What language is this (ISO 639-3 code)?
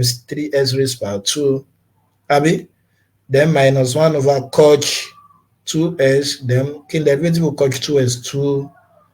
yor